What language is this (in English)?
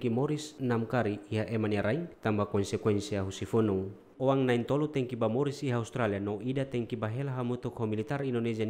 Tetum